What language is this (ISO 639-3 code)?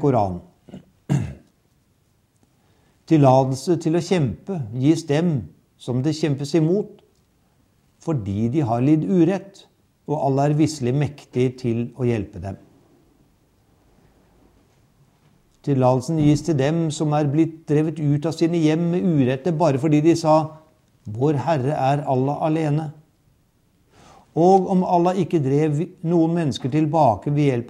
nor